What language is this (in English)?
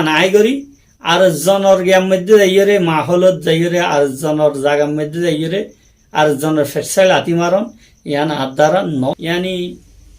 Rohingya